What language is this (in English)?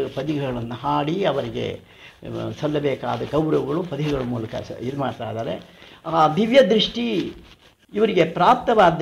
Kannada